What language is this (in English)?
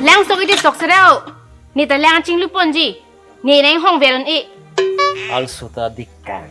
Karbi